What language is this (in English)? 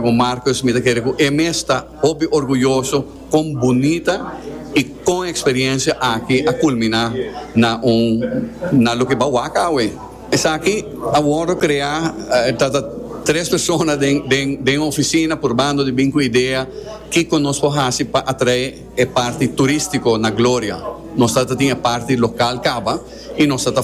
Papiamento